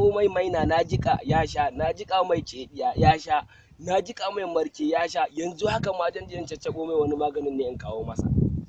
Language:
Hausa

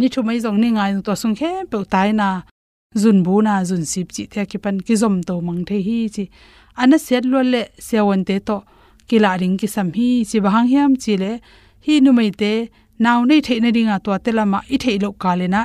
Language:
Tedim Chin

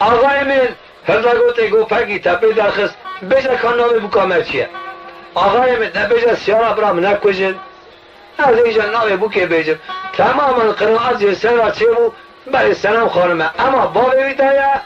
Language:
Kurdish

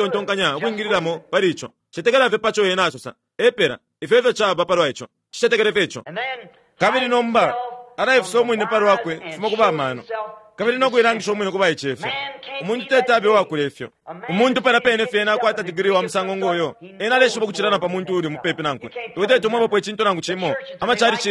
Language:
Bemba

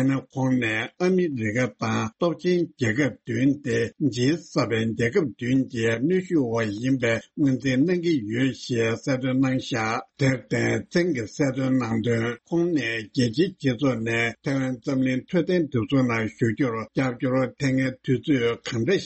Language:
Tibetan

